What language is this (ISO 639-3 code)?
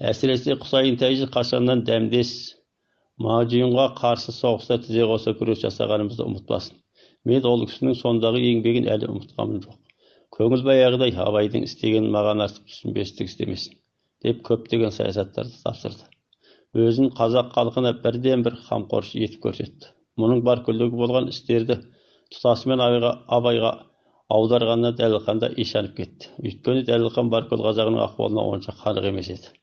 kaz